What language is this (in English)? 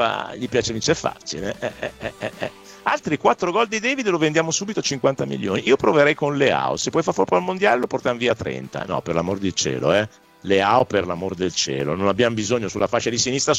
Italian